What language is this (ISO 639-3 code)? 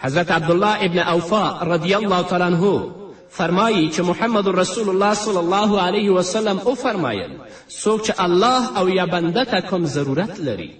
pus